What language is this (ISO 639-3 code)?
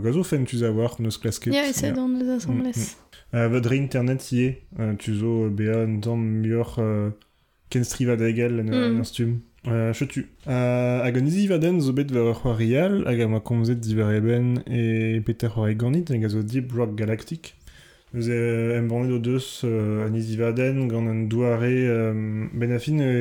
bre